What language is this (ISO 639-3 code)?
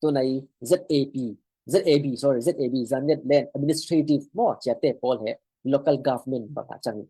cfm